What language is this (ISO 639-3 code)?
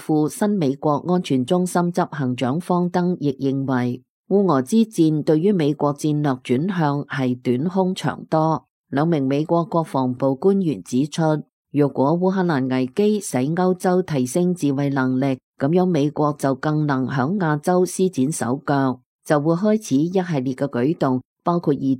yue